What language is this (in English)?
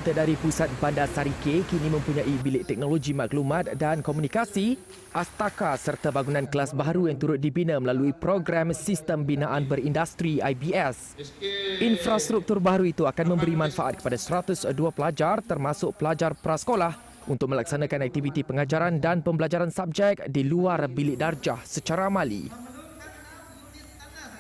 Malay